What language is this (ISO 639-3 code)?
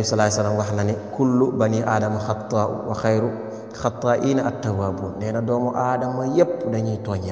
wol